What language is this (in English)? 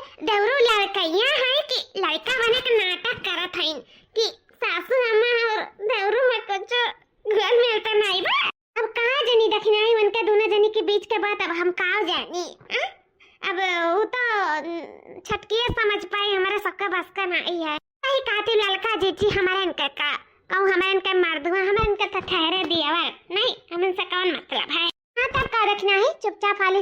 Awadhi